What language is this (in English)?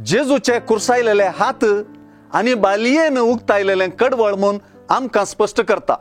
Konkani